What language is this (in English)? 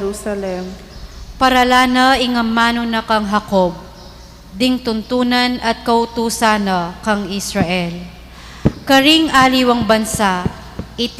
Pampanga